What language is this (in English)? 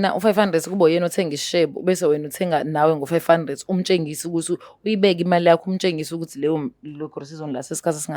Zulu